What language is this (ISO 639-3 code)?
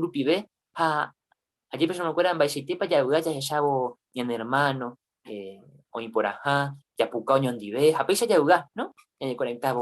grn